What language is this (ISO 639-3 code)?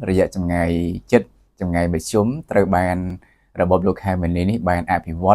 khm